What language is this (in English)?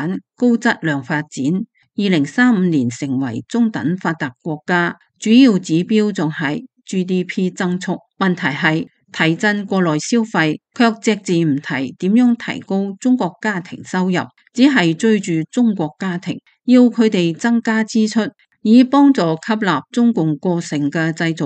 Cantonese